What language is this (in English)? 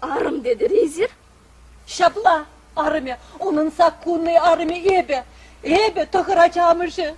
Chuvash